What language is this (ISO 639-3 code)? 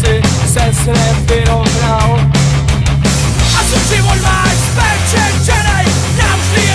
ces